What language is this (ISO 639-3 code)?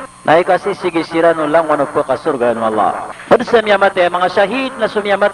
mrw